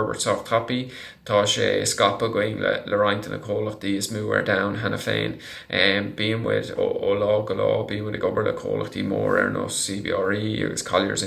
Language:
Irish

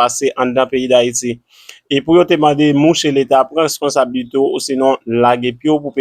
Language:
Haitian Creole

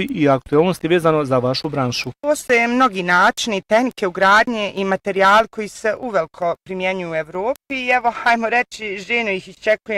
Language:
Bosnian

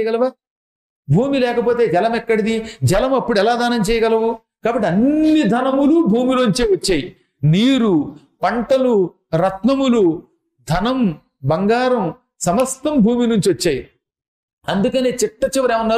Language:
Telugu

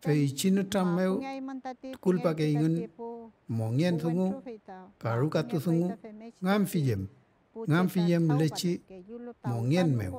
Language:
Mapuche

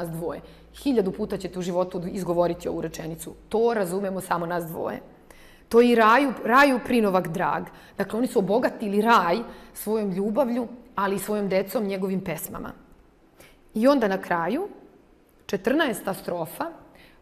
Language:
Serbian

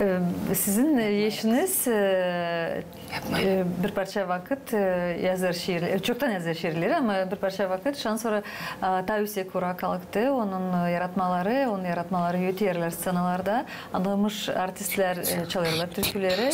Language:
Gagauz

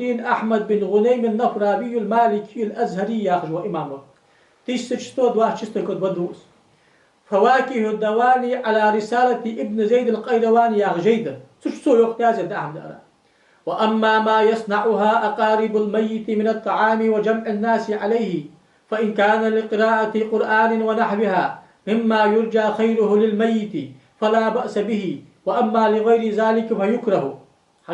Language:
Ingush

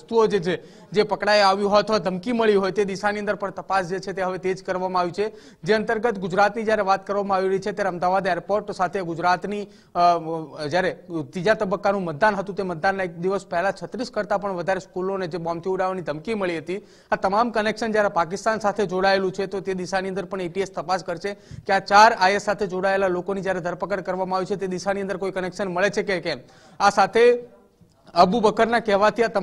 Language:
Gujarati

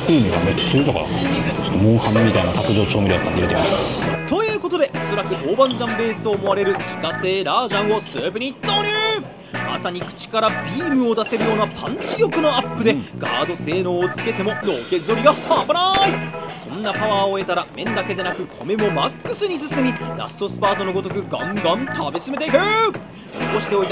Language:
Japanese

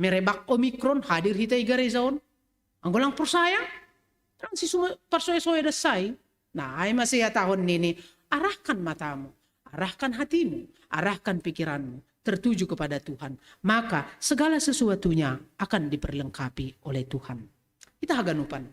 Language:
Batak Simalungun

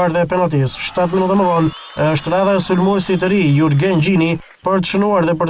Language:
Albanian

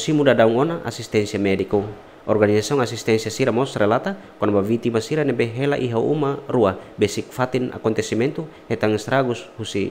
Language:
Tetum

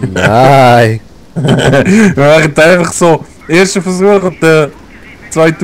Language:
Swiss German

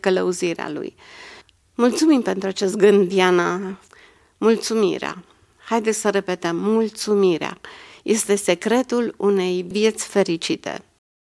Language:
Romanian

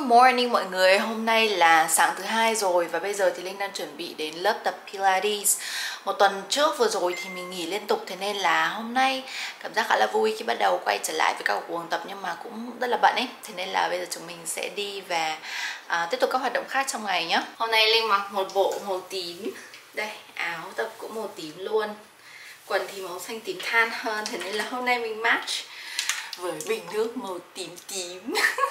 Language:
Vietnamese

